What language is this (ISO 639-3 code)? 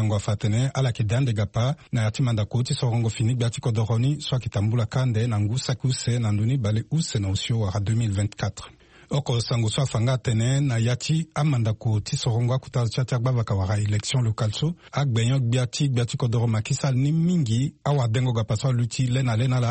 sag